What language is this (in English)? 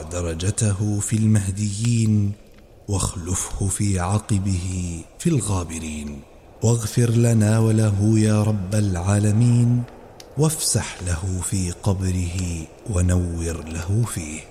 Arabic